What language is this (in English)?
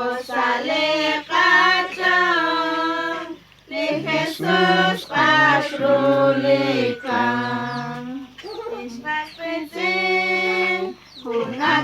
Kekchí